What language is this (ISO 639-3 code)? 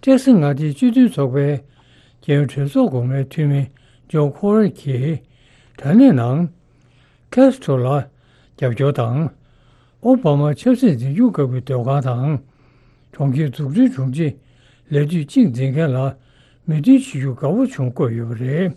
bod